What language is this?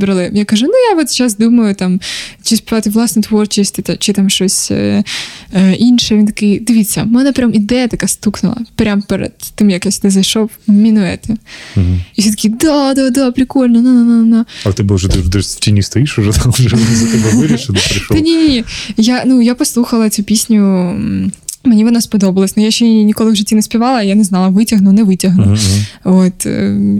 Ukrainian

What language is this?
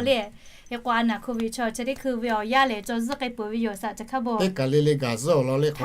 Lahu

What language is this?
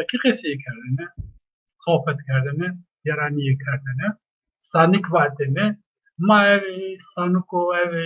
Zaza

